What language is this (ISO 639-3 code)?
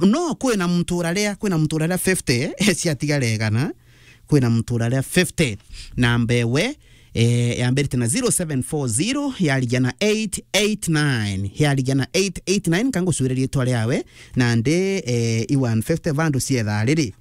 mer